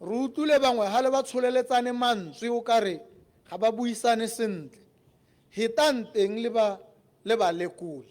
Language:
Tswana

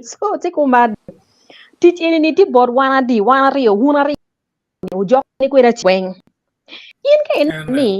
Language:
Acoli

